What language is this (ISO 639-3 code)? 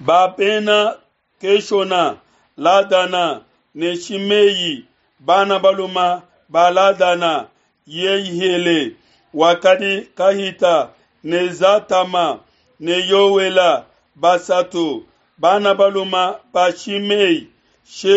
lua